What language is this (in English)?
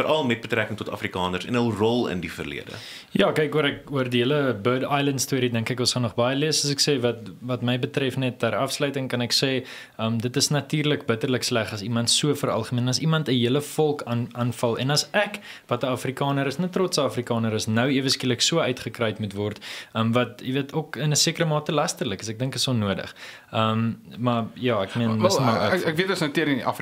Afrikaans